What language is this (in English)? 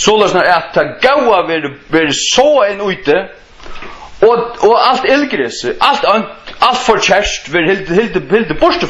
Faroese